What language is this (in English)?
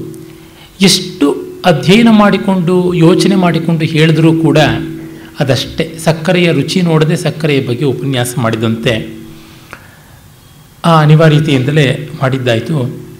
Kannada